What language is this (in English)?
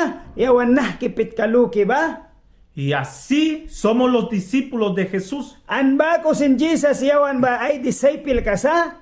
Mískito